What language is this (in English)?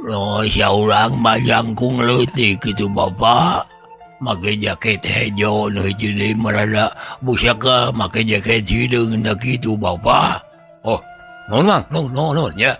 Sundanese